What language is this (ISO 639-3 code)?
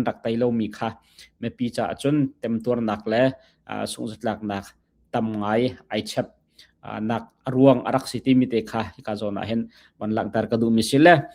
cnh